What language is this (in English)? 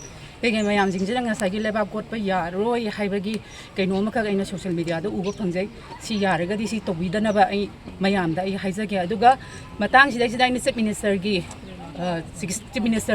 Manipuri